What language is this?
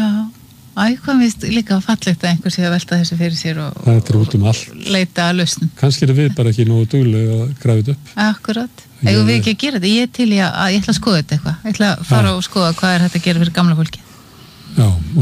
Icelandic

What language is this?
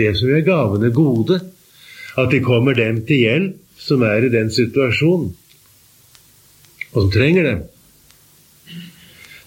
Norwegian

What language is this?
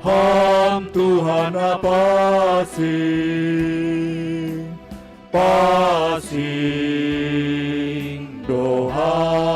Batak Simalungun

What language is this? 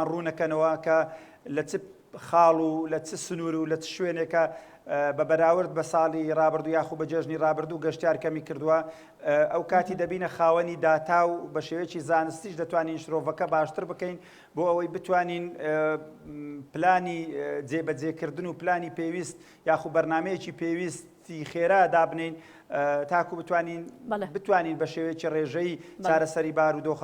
Central Kurdish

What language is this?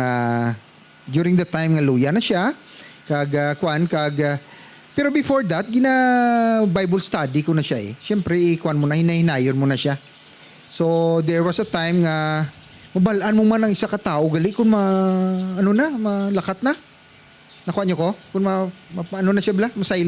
Hiligaynon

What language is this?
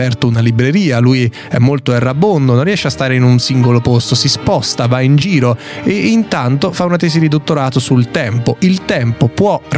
Italian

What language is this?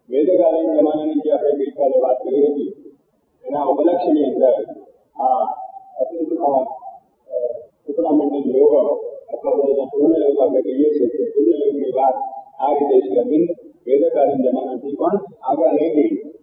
Gujarati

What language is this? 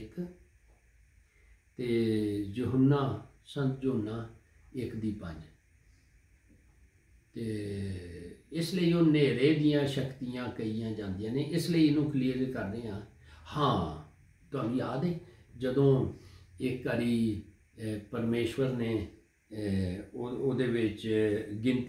Punjabi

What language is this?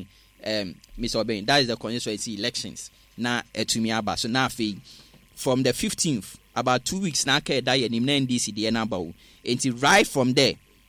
Akan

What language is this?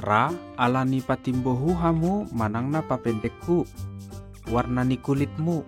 Batak Toba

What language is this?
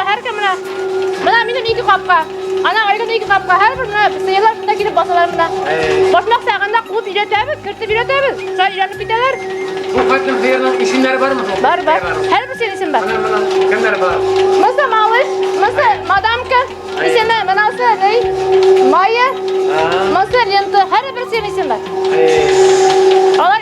Bashkir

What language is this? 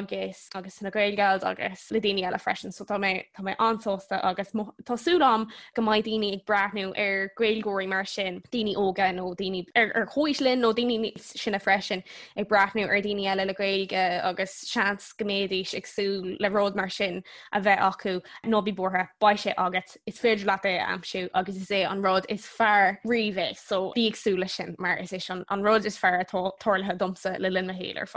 Irish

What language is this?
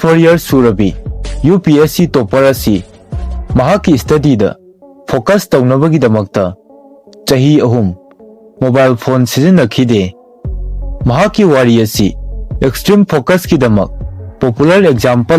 Manipuri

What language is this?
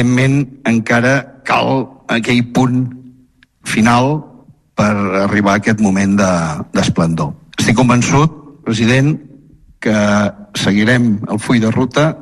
Catalan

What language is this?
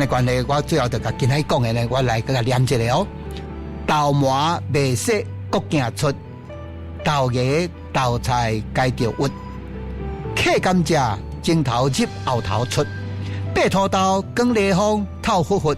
Min Nan Chinese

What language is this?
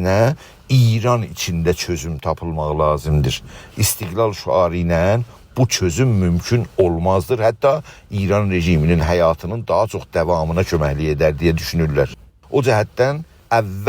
South Azerbaijani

